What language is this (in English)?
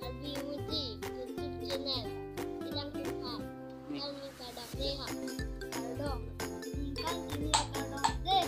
Karbi